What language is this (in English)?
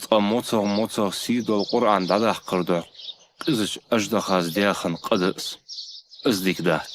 Ingush